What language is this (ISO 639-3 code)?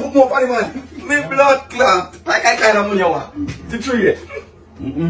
jam